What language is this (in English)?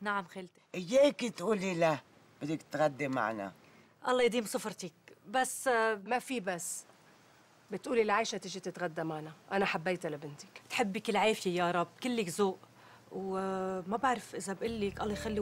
North Levantine Arabic